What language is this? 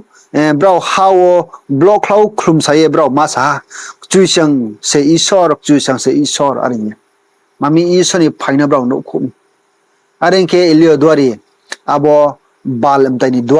Riang (India)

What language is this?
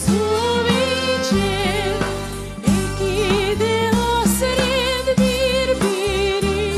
Crimean Tatar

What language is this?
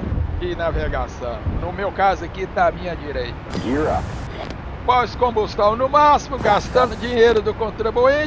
Portuguese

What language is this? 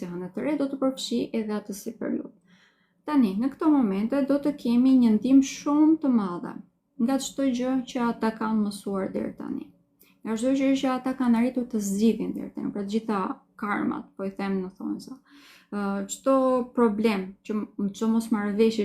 Albanian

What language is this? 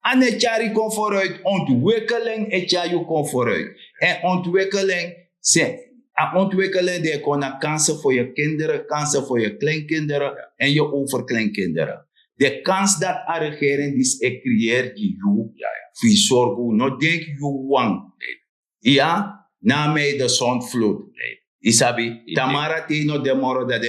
Sranan Tongo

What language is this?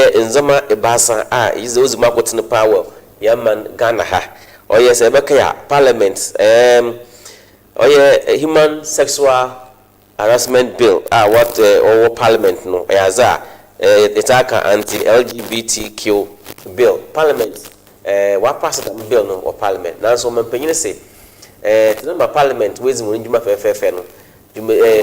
Akan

